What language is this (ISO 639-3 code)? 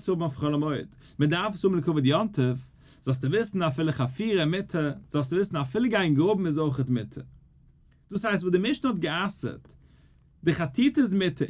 yid